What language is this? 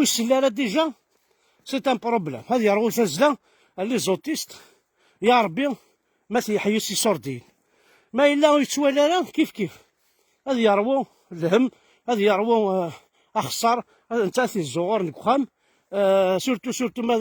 Kabyle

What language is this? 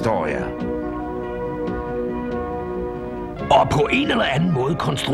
Danish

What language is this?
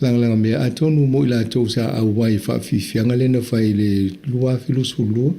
Samoan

